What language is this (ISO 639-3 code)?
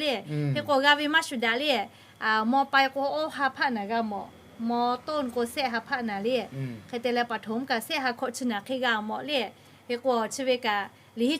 lhu